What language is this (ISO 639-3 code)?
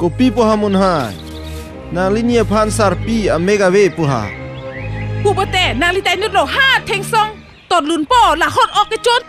mjw